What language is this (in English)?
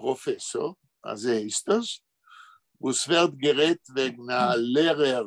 Yiddish